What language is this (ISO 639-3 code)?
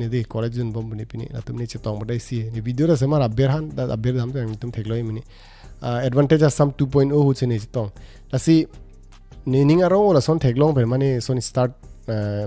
mjw